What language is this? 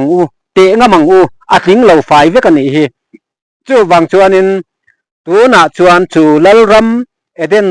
Mizo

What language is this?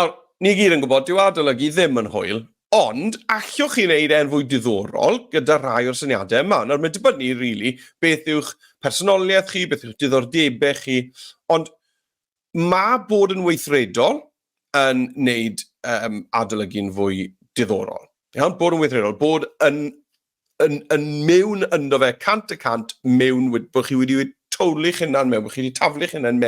Welsh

